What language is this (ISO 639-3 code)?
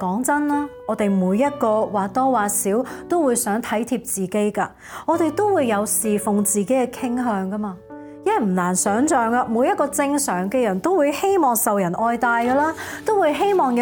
yue